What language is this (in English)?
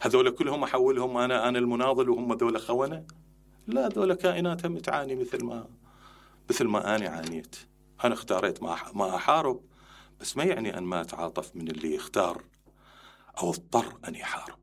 Mesopotamian Arabic